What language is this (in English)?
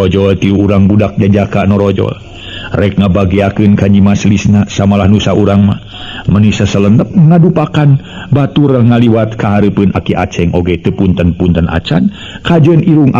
Sundanese